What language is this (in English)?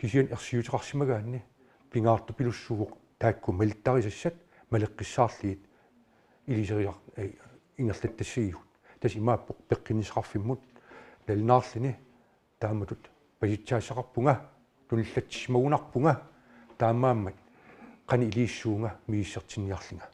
Kalaallisut